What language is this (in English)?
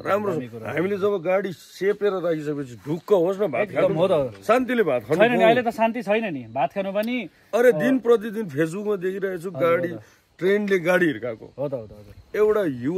Nepali